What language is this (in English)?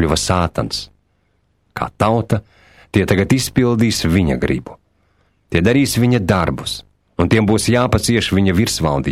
Latvian